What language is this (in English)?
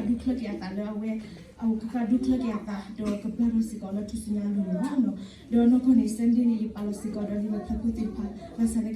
S'gaw Karen